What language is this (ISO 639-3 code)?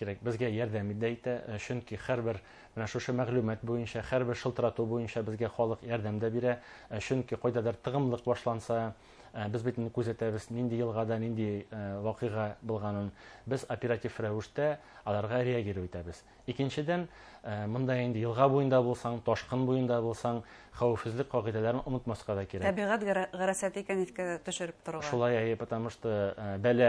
bak